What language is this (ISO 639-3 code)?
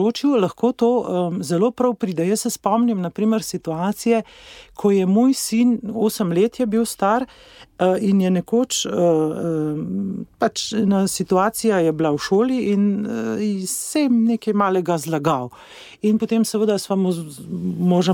slv